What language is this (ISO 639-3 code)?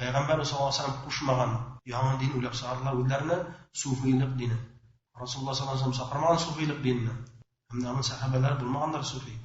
bak